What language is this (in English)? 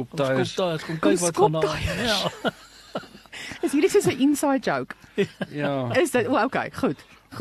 Afrikaans